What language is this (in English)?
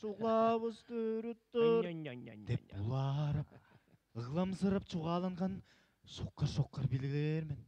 Tuvinian